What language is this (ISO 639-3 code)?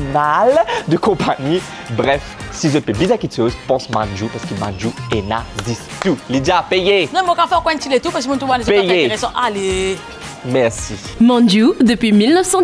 mfe